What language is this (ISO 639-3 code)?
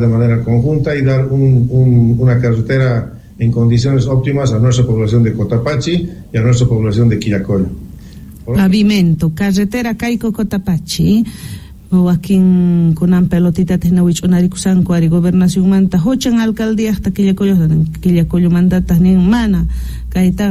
quh